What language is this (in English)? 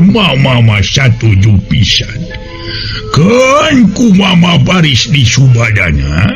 Sundanese